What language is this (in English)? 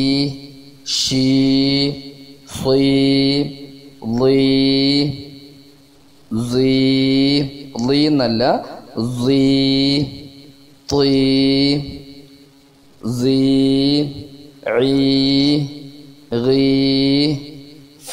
Malayalam